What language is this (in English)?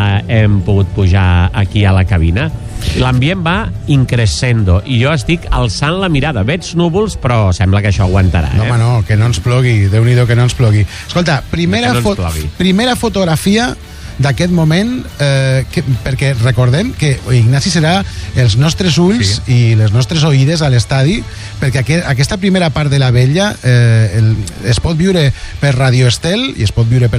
Catalan